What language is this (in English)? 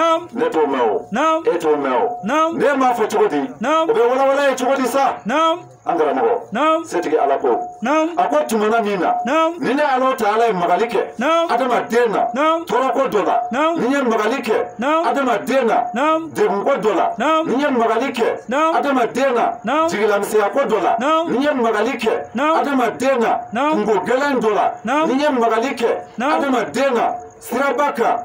Bambara